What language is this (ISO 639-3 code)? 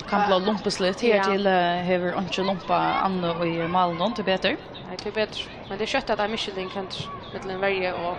fao